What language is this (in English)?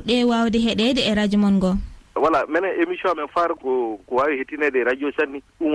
Fula